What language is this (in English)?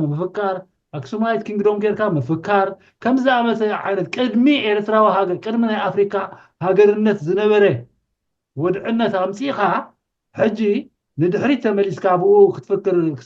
Tigrinya